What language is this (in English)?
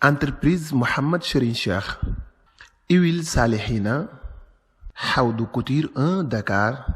Wolof